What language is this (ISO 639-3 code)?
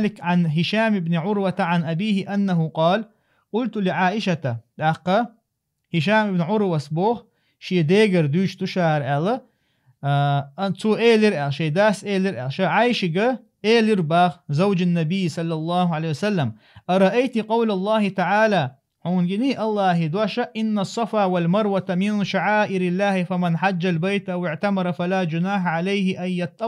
che